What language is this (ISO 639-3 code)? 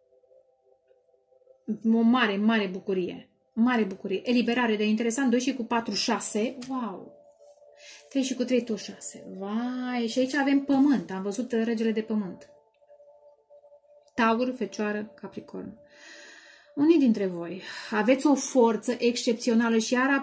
ron